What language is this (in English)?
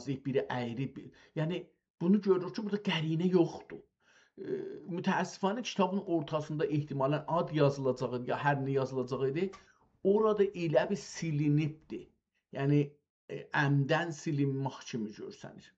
South Azerbaijani